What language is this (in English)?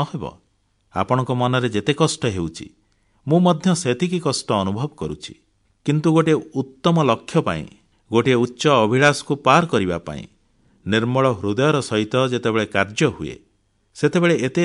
Odia